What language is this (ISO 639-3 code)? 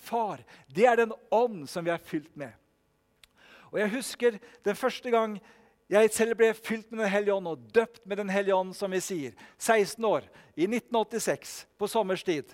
nor